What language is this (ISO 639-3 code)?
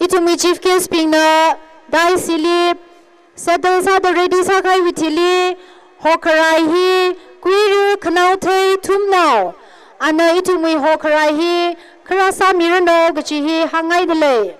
nmf